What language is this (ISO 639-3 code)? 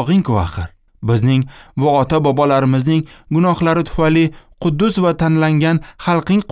uzb